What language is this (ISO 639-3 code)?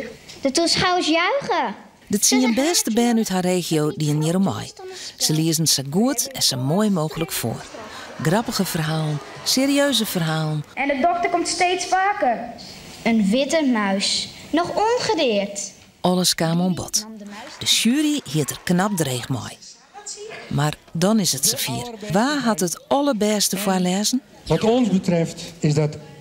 fry